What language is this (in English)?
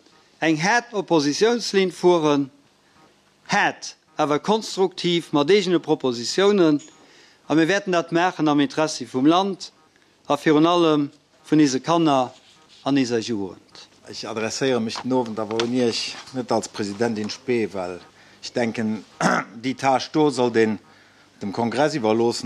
Luxembourgish